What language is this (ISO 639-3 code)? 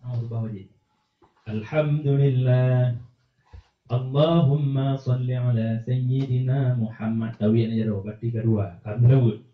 ace